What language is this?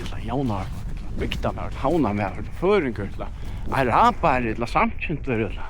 Faroese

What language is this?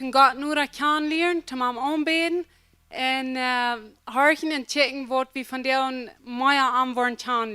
Plautdietsch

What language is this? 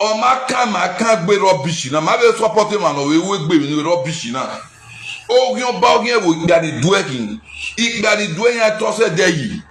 Nigerian Pidgin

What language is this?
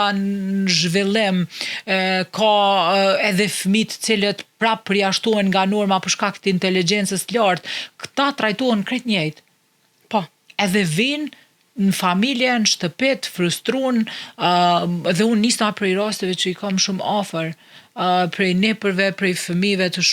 Albanian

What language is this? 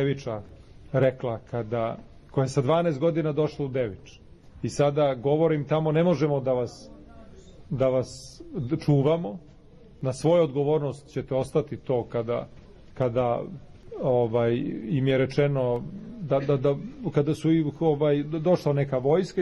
Serbian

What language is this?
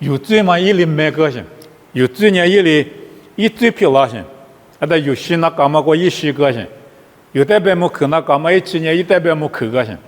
Lisu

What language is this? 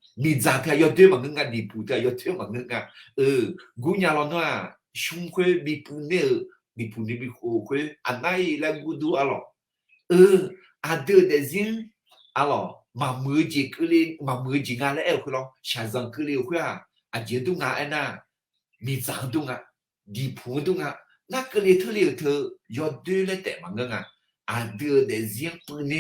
Akha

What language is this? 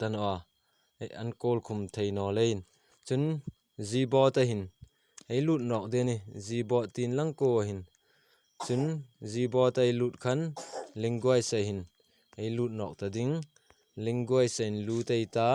Hmar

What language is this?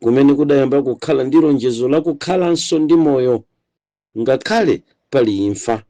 Nyanja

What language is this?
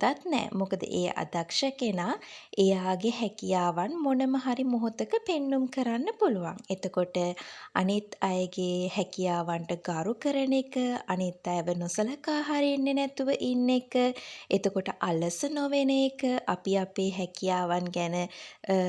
Sinhala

